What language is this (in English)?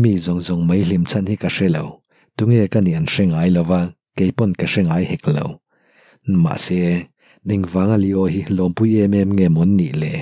Mizo